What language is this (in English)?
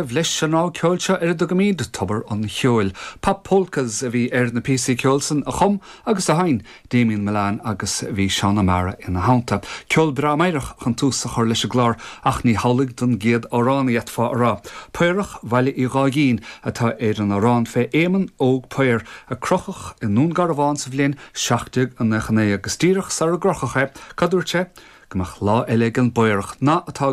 Irish